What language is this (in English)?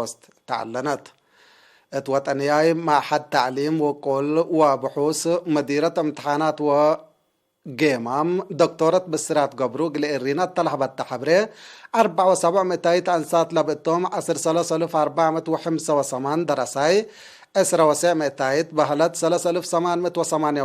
Tigre